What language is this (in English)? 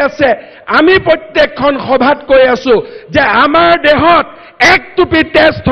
Assamese